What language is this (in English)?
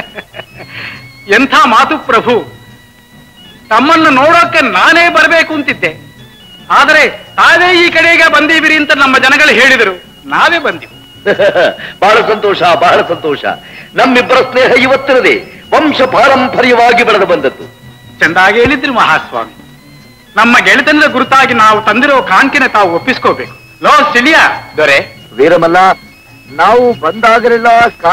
Kannada